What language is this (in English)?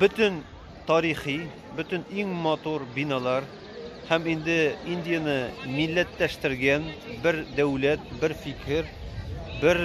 Tatar